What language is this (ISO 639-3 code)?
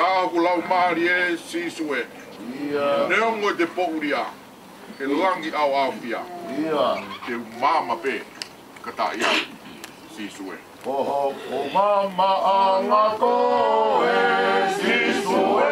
ton